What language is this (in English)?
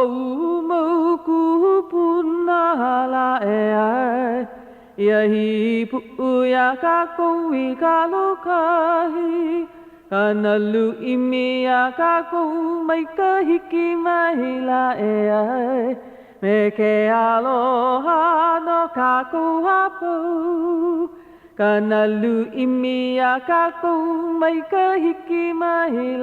Hawaiian